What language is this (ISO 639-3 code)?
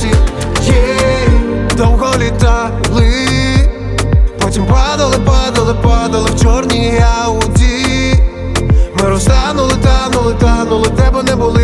ukr